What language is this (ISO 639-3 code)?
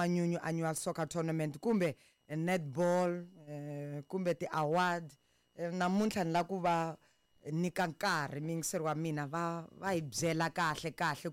tso